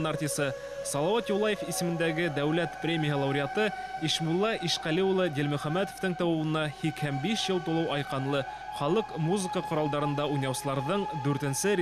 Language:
Bashkir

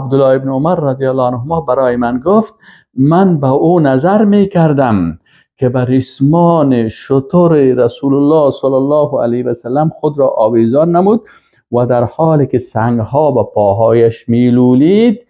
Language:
Persian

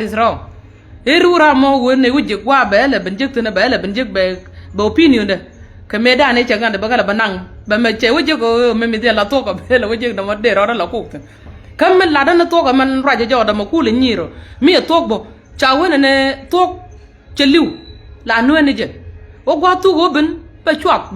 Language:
Nuer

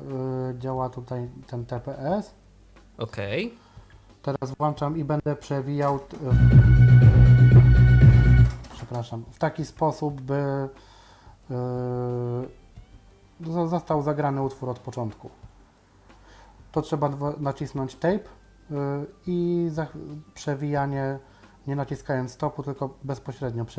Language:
Polish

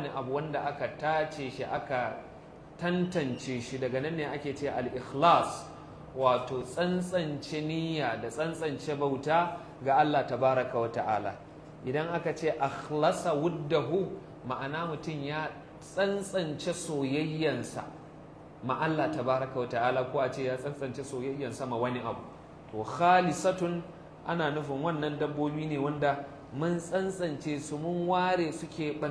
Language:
Hausa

